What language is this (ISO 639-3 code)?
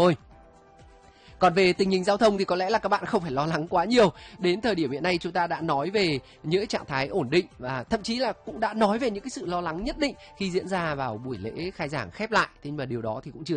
vie